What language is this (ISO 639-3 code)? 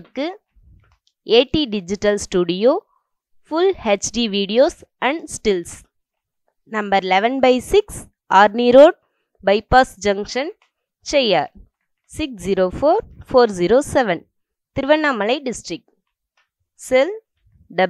tam